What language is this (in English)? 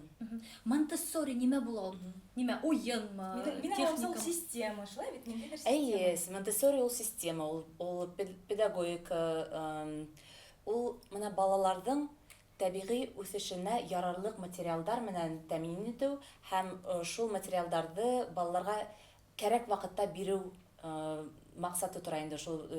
Bashkir